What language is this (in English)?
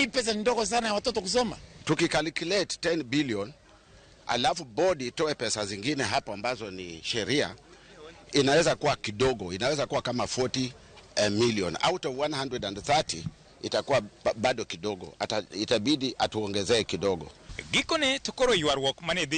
Luo (Kenya and Tanzania)